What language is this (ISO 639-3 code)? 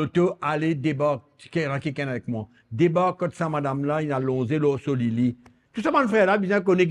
mfe